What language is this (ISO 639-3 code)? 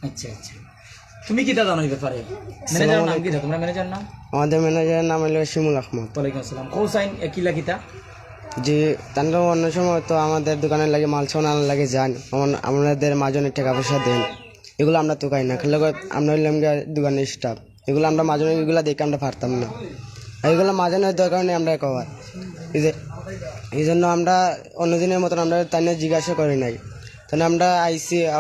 syl